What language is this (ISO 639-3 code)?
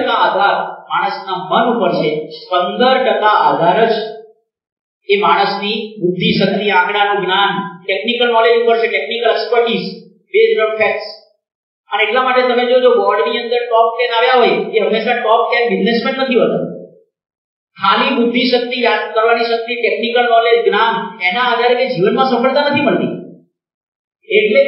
guj